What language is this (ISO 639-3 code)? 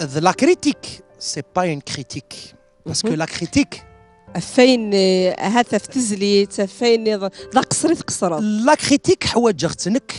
kab